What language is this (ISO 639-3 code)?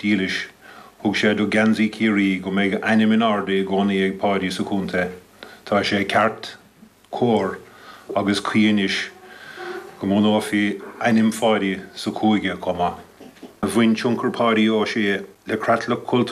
gle